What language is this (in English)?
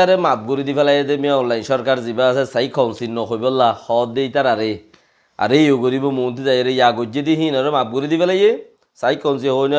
Rohingya